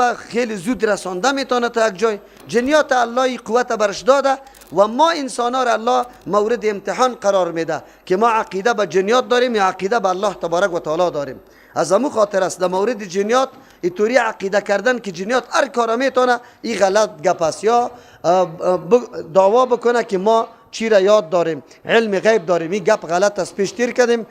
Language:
Persian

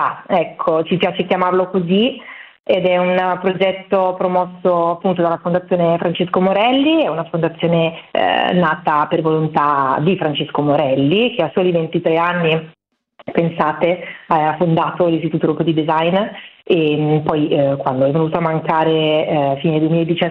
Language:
Italian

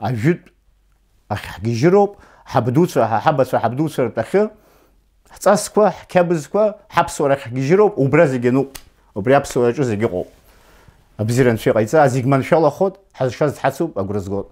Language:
Abkhazian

